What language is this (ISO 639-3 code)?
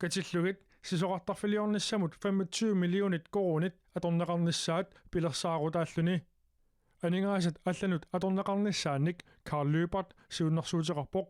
kal